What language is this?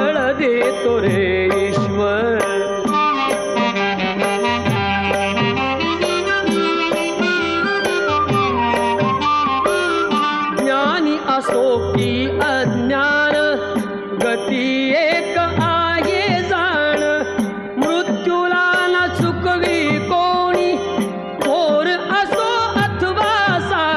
Marathi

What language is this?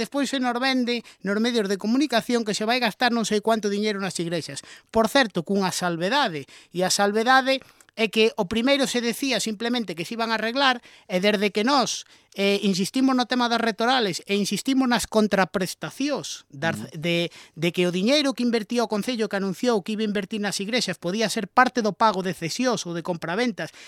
Galician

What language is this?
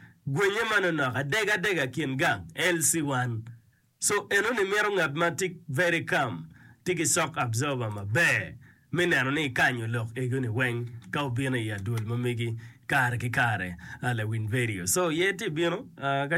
Acoli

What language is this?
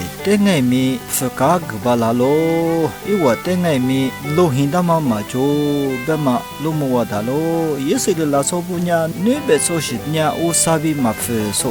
Lisu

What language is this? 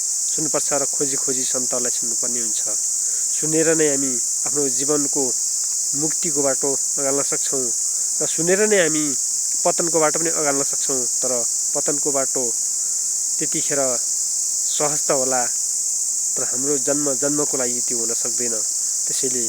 Nepali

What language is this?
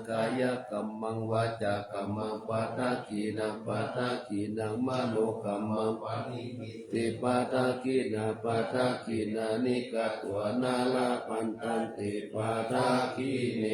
Pali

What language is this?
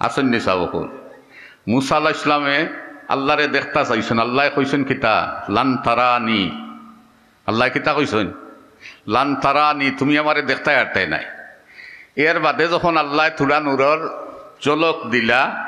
Sylheti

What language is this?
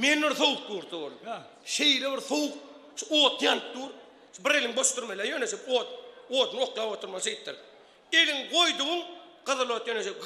Turkmen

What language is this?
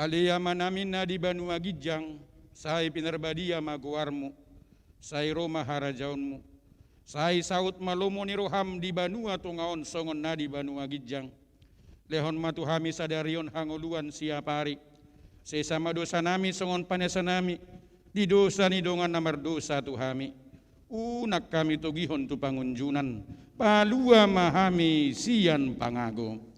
Batak Toba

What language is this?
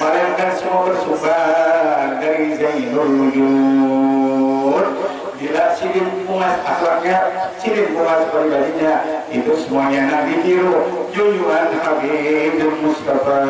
Banjar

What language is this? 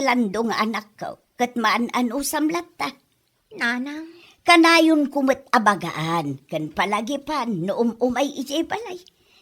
Iloko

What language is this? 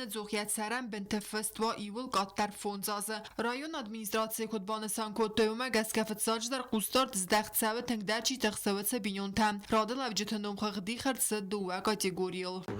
Ossetic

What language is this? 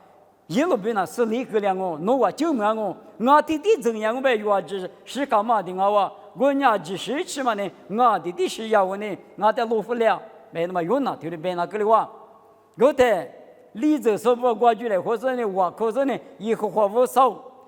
Lisu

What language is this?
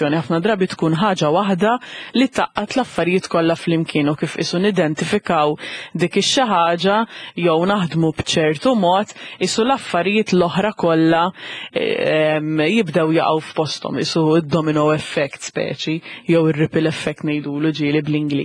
Maltese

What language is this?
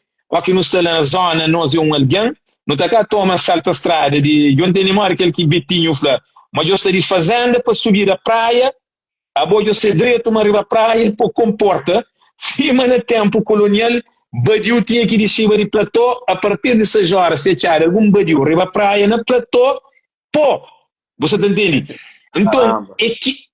Kabuverdianu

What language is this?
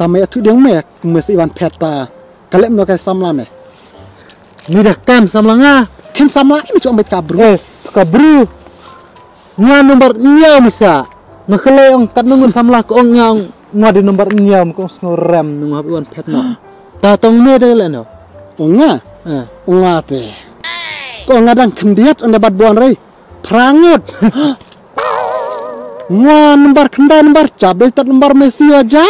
Khasi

